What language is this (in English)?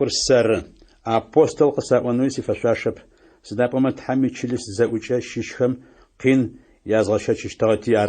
Adyghe